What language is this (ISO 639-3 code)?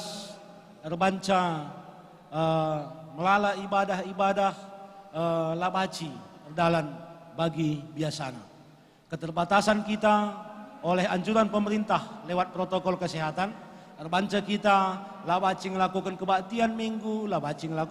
btx